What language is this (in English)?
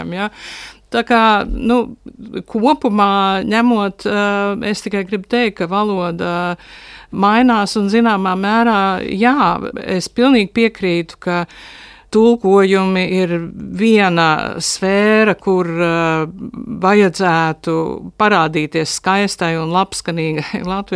Latvian